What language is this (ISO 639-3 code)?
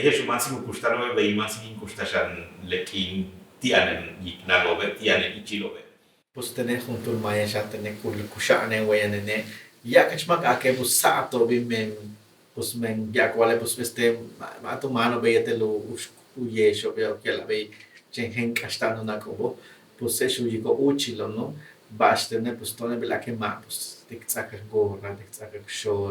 yua